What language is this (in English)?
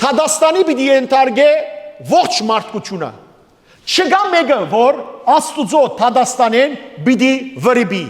Western Armenian